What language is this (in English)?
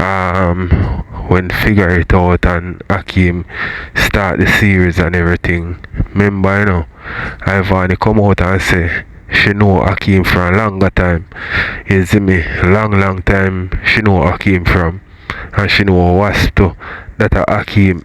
Jamaican Creole English